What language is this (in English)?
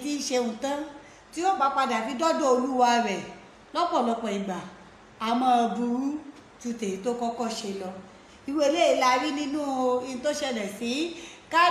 Yoruba